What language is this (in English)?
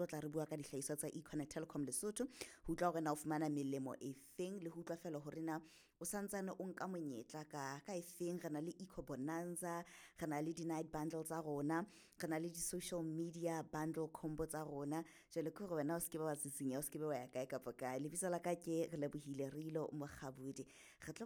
Southern Sotho